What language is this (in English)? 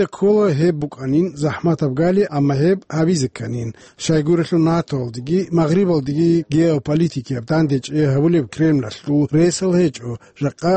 Avaric